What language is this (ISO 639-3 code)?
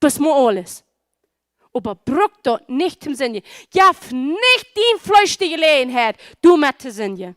pdt